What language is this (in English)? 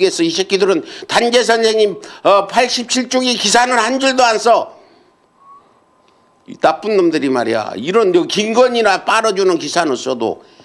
Korean